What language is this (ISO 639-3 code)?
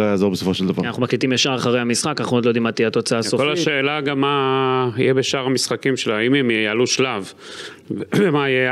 heb